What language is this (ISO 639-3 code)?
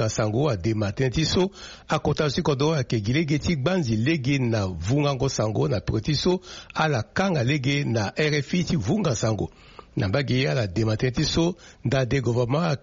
sag